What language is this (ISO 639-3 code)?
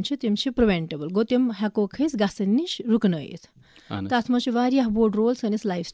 kas